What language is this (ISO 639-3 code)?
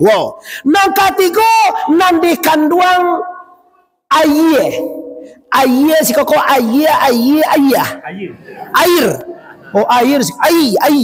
min